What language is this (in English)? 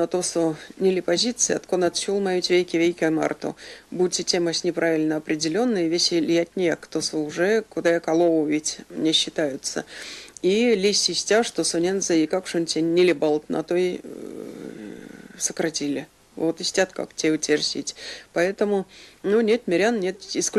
Erzya